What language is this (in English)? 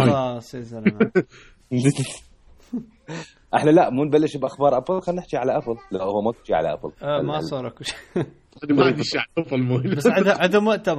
Mesopotamian Arabic